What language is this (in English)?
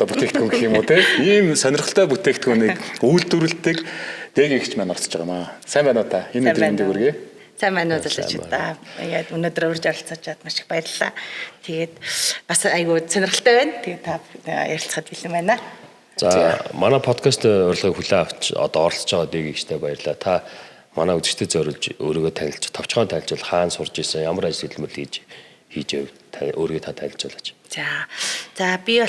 Mongolian